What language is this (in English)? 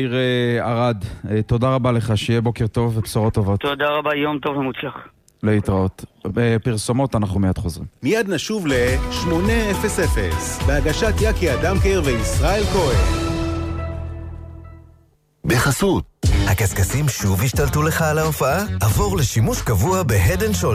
Hebrew